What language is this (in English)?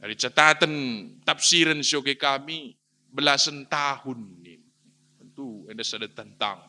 Batak Karo